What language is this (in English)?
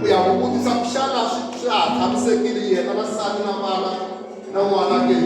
Tsonga